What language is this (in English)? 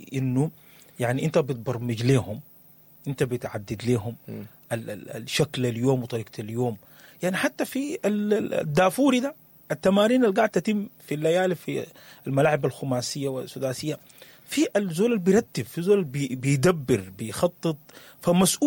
Sudanese Arabic